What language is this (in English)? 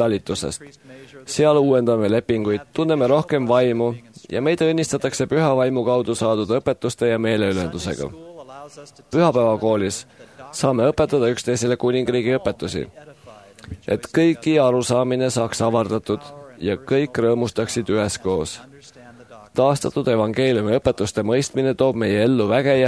Estonian